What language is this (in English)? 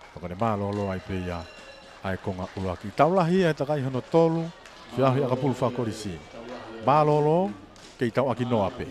Tongan